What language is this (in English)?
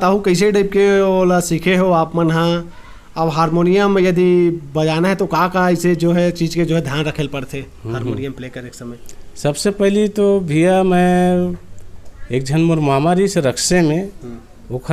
Chhattisgarhi